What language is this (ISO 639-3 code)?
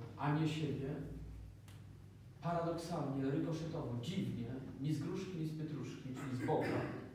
pol